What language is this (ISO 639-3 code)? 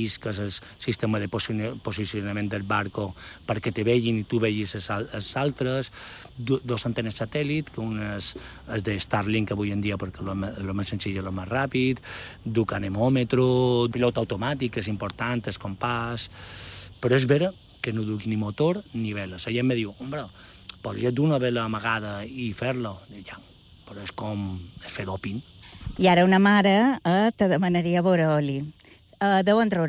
cat